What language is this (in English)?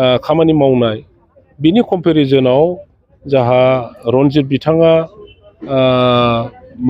Bodo